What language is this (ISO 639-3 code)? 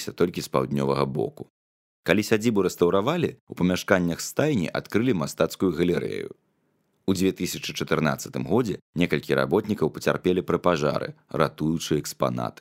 bel